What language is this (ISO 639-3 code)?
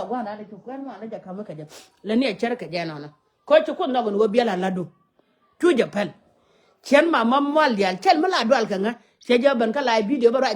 nus